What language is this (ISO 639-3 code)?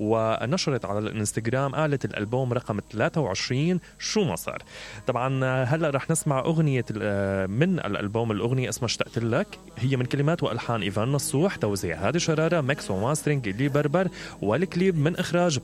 acm